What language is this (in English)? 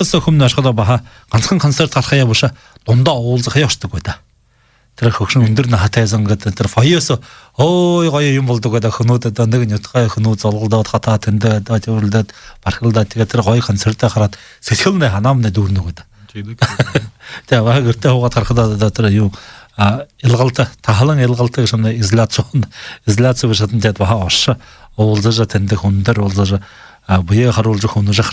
Buriat